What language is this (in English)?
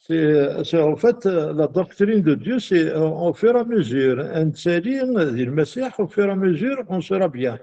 Kabyle